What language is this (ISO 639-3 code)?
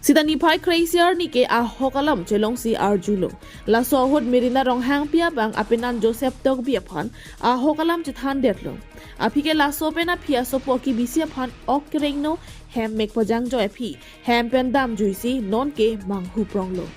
mjw